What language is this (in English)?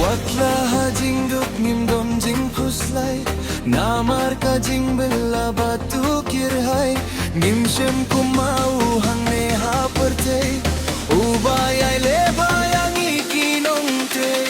Khasi